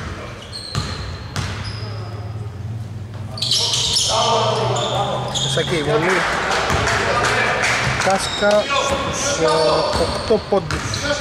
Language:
Greek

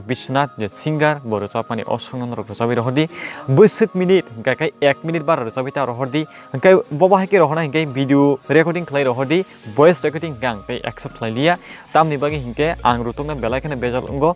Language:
Kok Borok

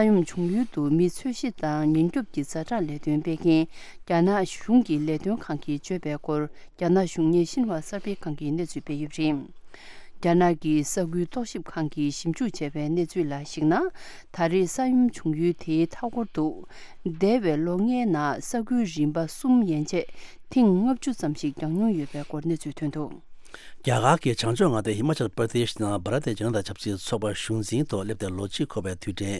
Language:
Tibetan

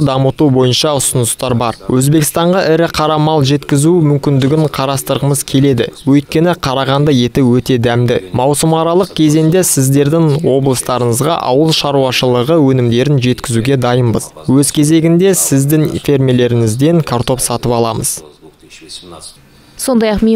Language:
Kazakh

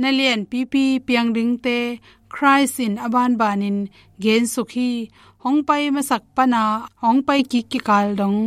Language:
Tedim Chin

